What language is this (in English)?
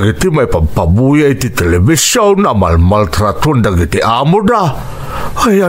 Iloko